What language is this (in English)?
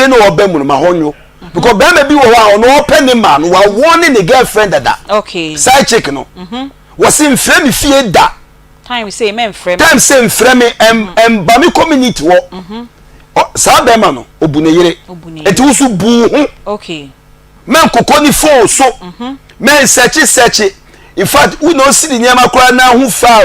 Akan